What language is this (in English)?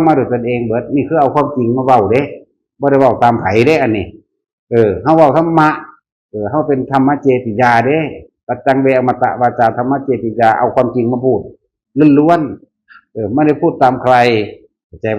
Northeastern Thai